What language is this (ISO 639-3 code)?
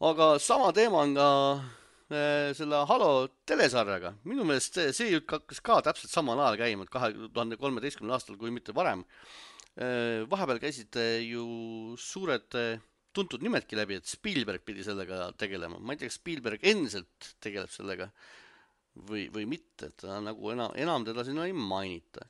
est